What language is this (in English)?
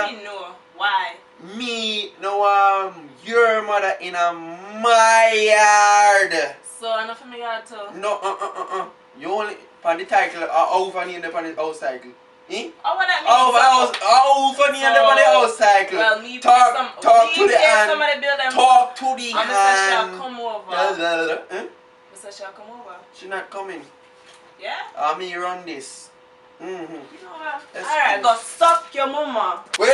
Jamaican Creole English